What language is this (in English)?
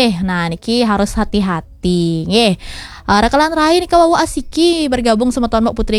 Balinese